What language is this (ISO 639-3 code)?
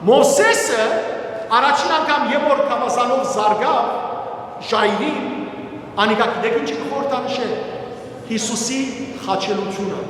hyw